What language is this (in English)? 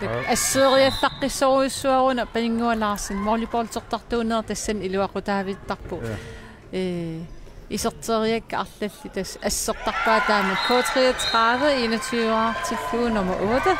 Kalaallisut